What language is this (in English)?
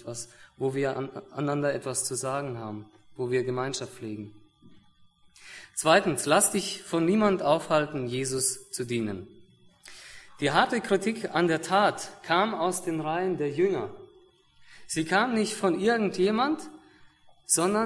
German